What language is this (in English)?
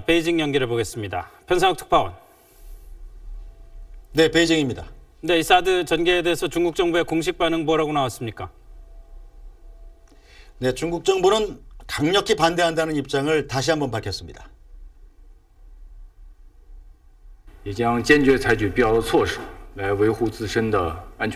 Korean